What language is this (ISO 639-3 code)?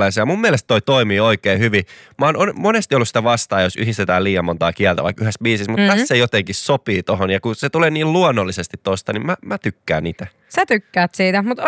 fin